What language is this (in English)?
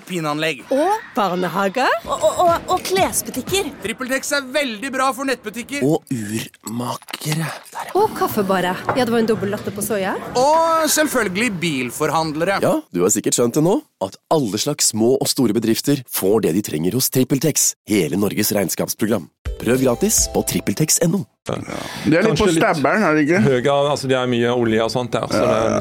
Norwegian